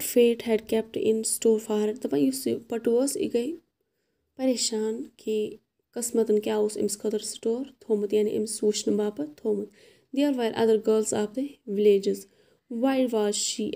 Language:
Kashmiri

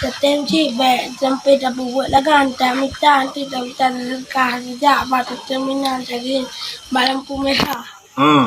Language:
Achinese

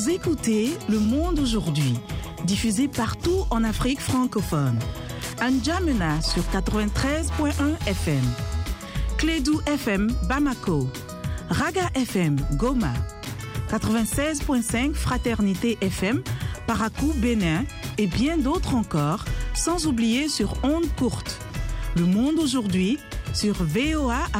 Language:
French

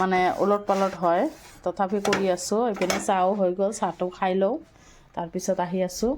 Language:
Assamese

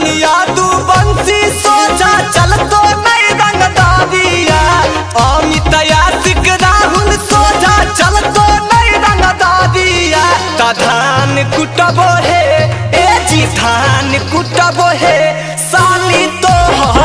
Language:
Magahi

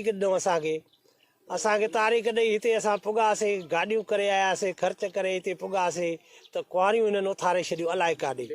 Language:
Sindhi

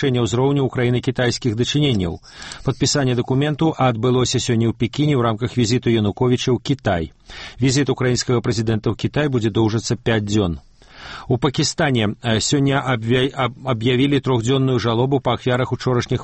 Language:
Belarusian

